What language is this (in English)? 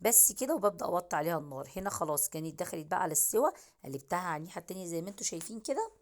Egyptian Arabic